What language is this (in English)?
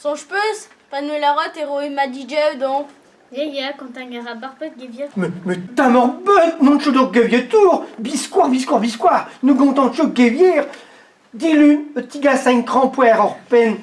Breton